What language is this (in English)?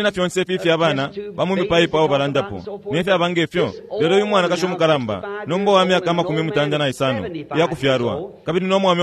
Bemba